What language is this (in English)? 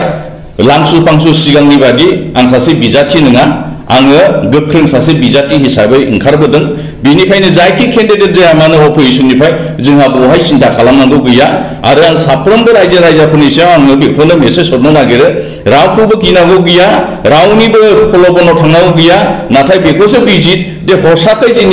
Bodo